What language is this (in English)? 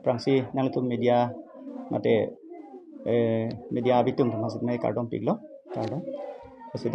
Karbi